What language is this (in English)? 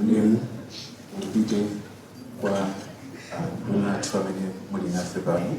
Nyanja